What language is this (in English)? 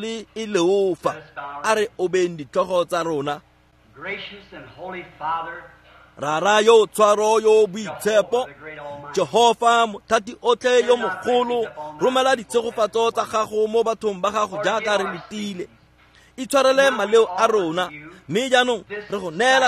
Tswana